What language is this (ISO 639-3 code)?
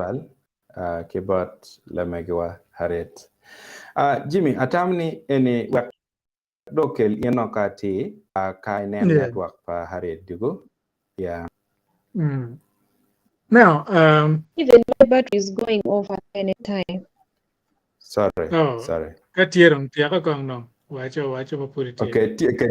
ach